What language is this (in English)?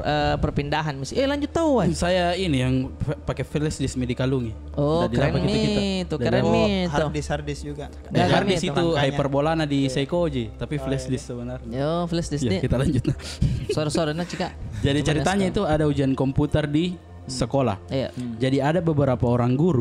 Makassar Malay